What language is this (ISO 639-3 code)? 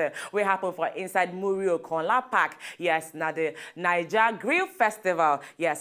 pcm